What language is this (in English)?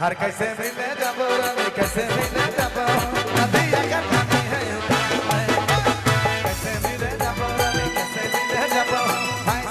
Sadri